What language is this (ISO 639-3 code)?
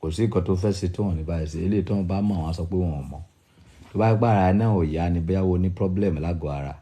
yor